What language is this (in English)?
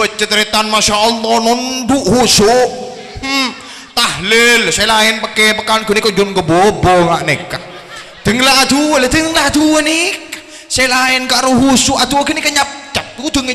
Madurese